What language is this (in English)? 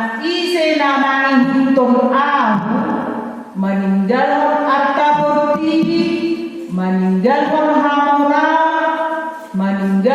Batak Toba